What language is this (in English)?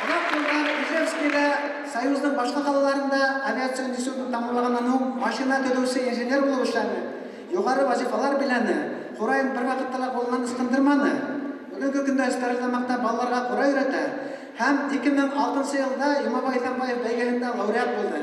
Bashkir